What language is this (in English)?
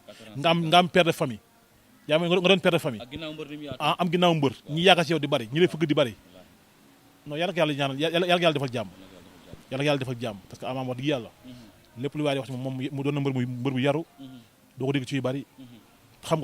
Wolof